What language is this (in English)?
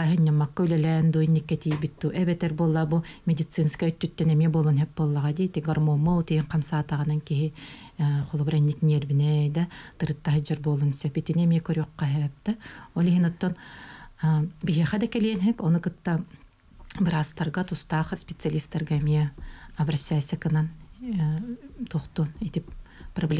Yakut